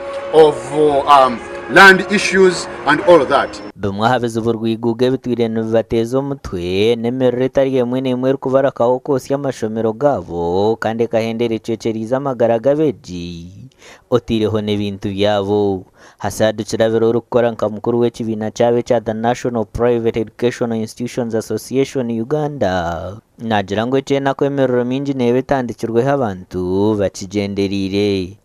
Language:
Nyankole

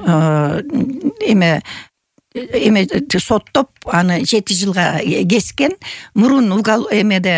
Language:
Kyrgyz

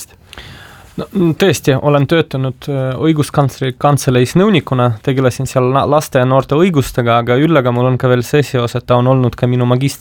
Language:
Estonian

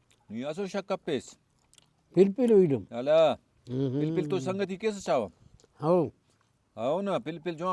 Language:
Brahui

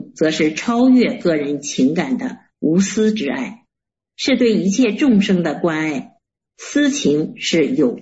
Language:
Chinese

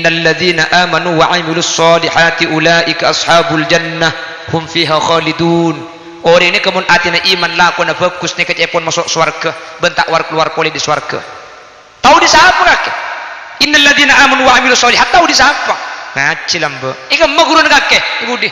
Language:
Madurese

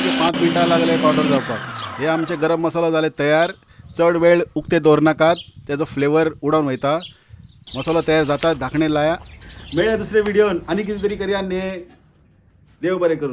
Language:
Konkani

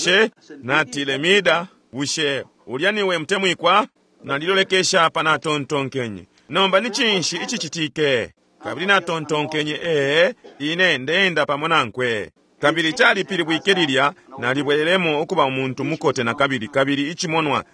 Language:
Bemba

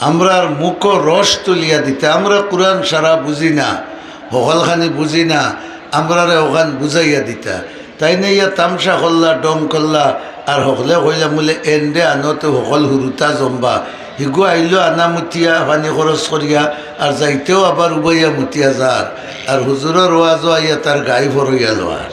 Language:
Sylheti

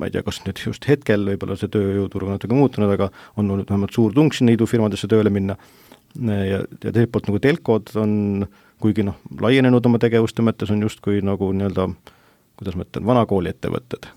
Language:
Estonian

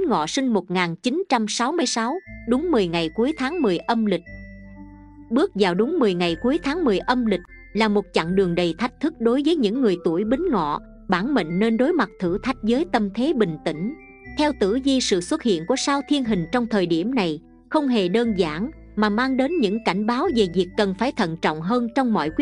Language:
Vietnamese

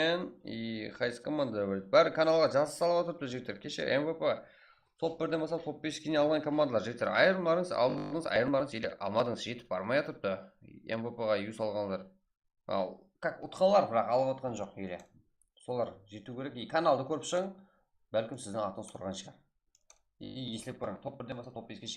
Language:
Kara-Kalpak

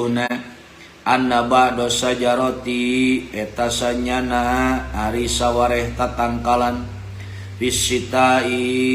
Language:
Sundanese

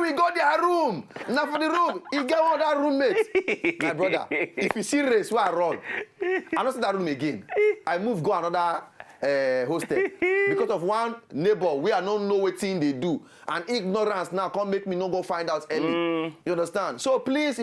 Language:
Nigerian Pidgin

